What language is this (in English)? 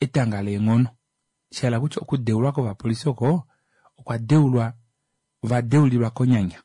Kuanyama